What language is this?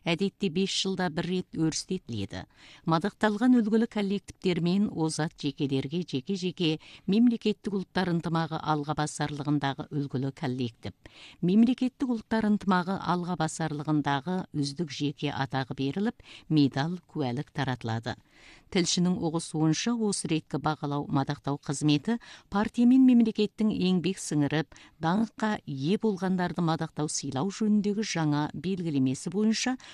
Kazakh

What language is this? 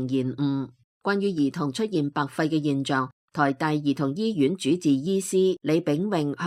Cantonese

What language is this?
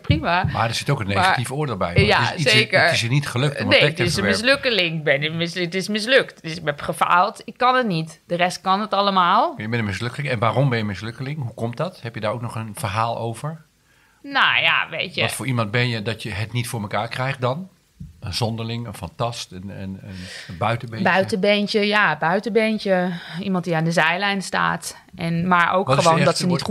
Dutch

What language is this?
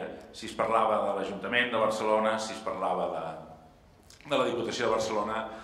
Catalan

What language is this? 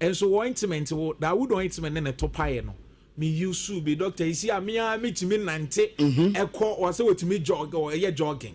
Akan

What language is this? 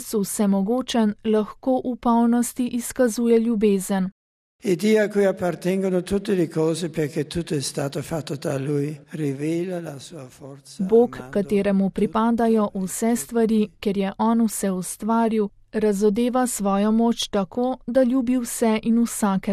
Slovenian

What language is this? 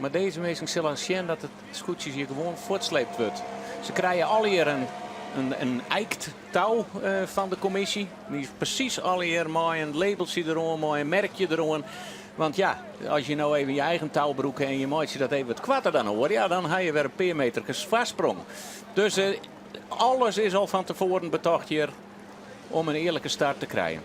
Western Frisian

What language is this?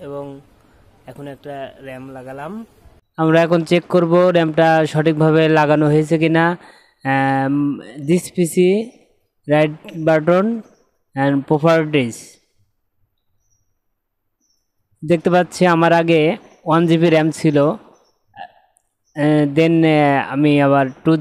Bangla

